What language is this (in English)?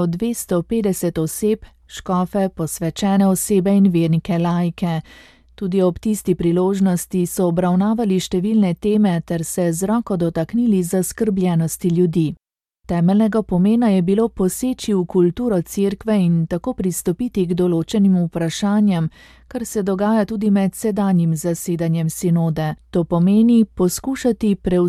Slovenian